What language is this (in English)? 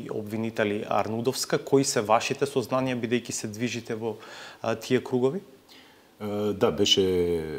Macedonian